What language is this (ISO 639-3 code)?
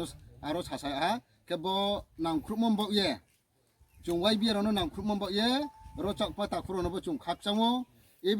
ria